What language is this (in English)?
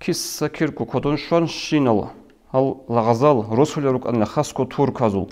Avaric